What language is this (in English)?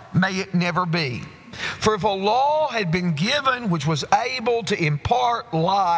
English